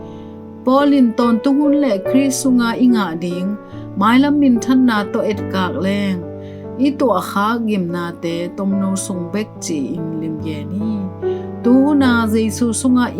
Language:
Tedim Chin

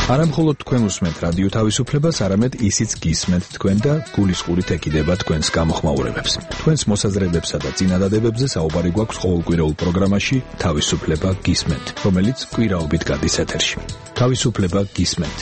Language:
Georgian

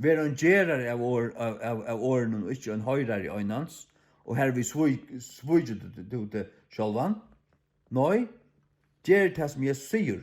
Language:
Faroese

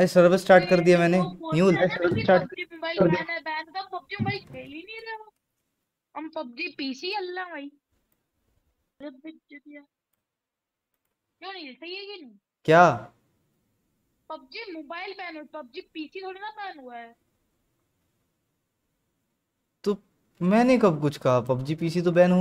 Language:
Hindi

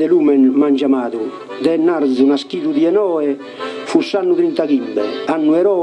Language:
Sardinian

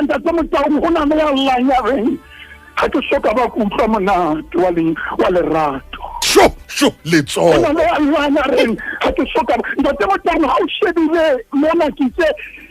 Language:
Southern Sotho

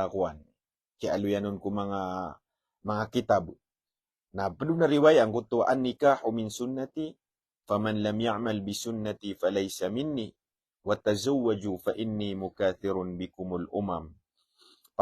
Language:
Maranao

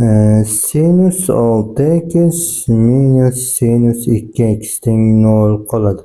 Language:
Uzbek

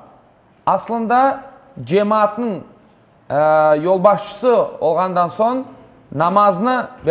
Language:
Crimean Tatar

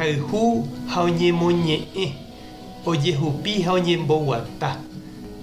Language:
Guarani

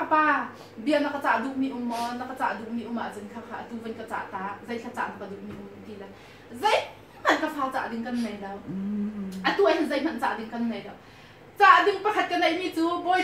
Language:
Hakha Chin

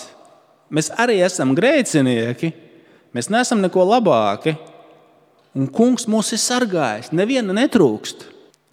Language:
Latvian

